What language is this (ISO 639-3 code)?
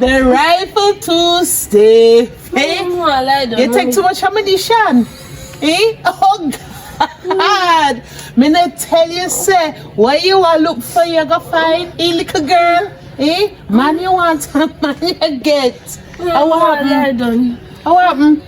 jam